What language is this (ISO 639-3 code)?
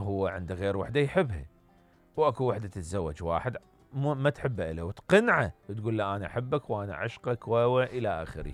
acm